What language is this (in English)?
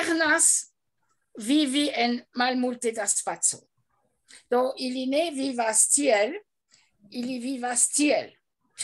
Esperanto